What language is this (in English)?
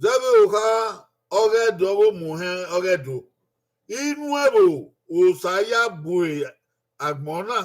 Bini